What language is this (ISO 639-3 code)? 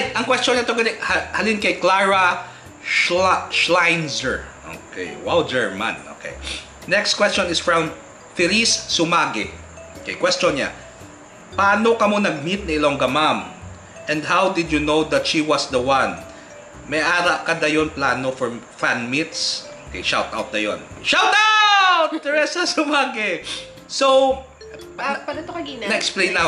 hil